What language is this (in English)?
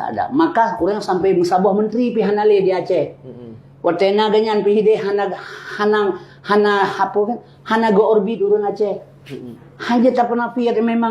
Achinese